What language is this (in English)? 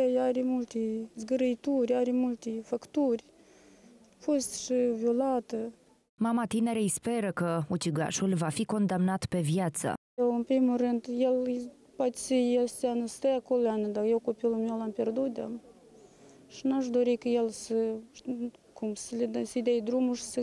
Romanian